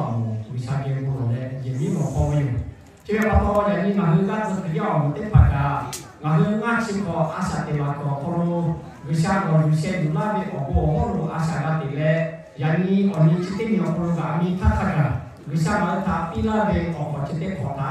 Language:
Lahu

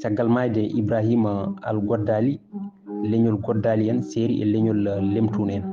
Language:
Fula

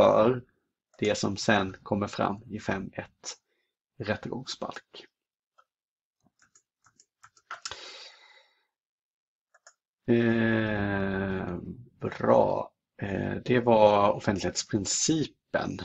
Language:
Swedish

